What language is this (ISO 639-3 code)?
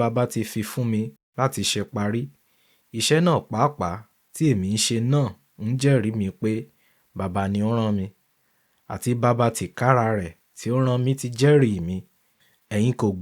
yor